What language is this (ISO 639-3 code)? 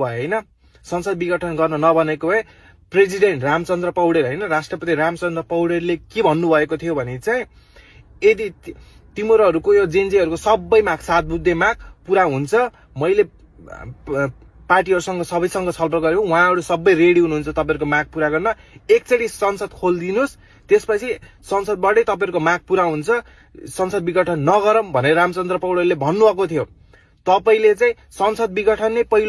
nep